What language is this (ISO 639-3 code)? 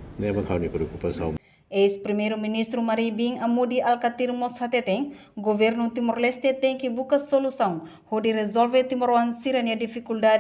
tet